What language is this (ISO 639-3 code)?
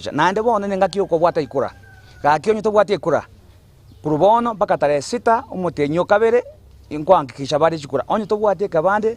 guz